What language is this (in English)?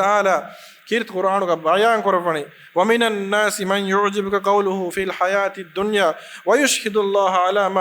Divehi